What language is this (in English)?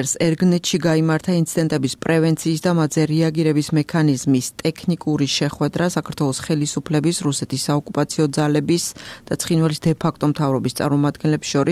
Georgian